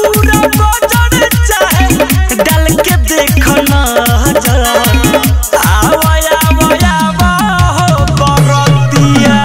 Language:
Bhojpuri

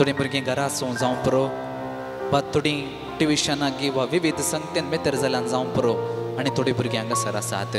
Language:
Konkani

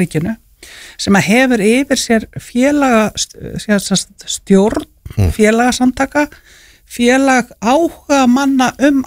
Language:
Icelandic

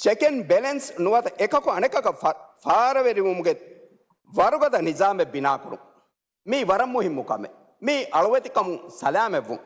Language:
Divehi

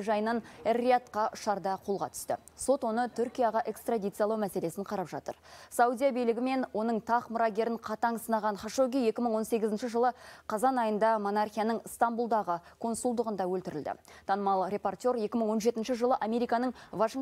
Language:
Kazakh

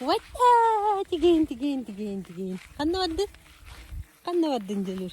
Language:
Yakut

